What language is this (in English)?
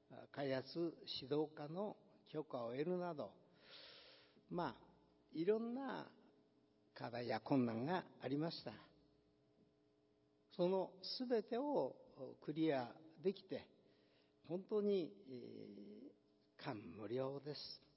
Japanese